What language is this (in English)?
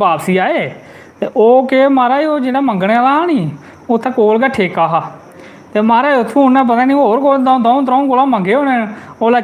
Dogri